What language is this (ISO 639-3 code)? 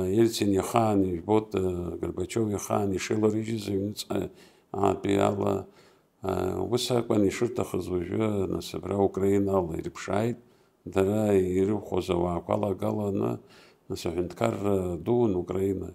abk